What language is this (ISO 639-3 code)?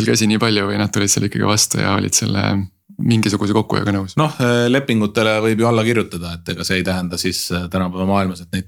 est